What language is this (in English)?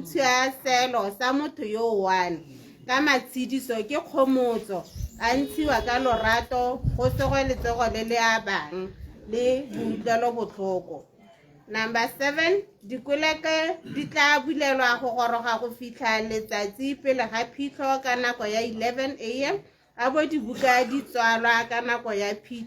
Tswana